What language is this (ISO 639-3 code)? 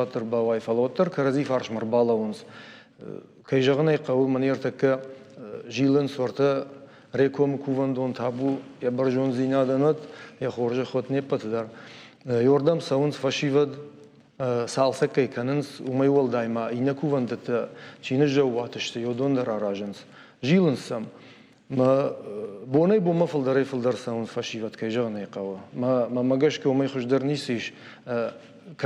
oss